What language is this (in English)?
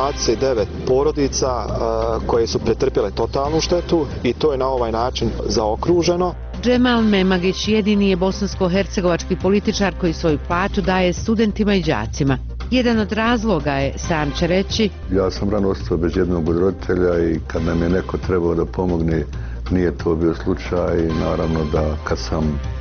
Bosnian